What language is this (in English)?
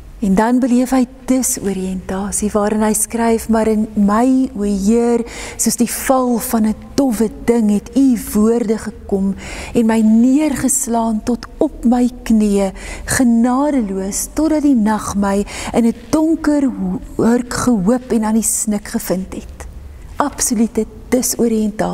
Afrikaans